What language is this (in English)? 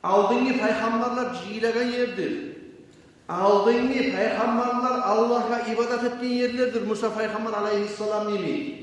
Kumyk